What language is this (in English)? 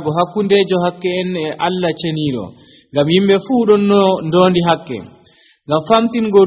Nigerian Fulfulde